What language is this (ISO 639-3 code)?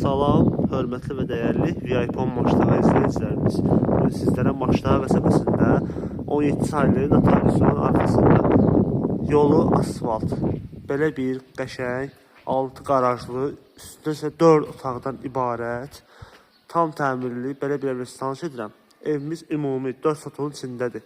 aze